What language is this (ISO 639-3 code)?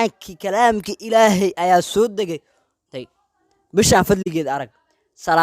som